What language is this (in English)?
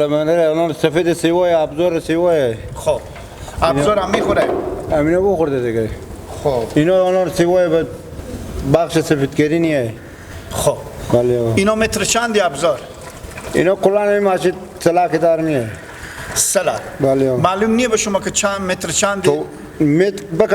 Hazaragi